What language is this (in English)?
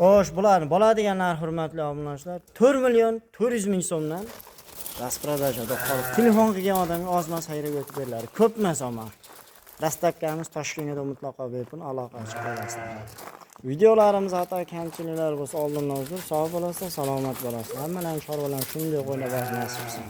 Uzbek